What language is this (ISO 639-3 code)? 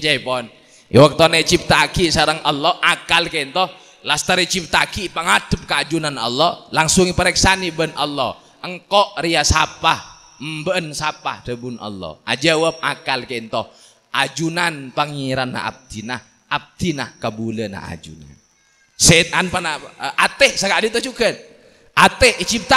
mad